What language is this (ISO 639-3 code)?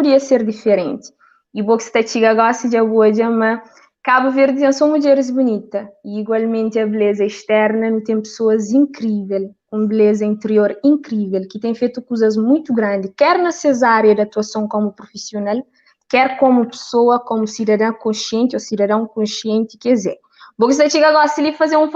kea